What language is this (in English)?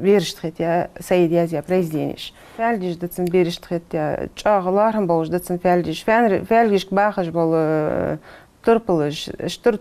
Ingush